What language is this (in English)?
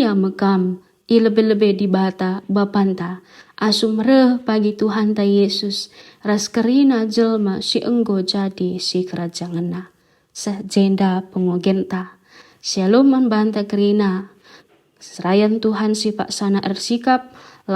Batak Karo